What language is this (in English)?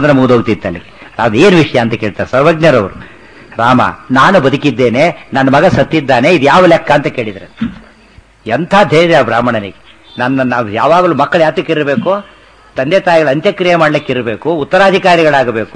Kannada